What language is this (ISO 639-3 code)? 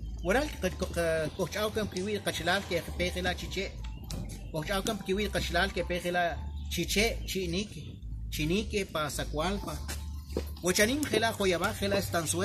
quc